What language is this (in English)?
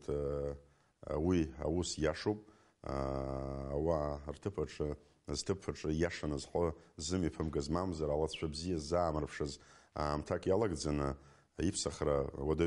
Abkhazian